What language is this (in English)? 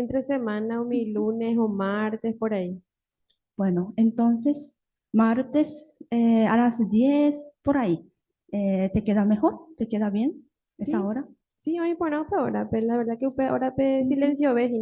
Guarani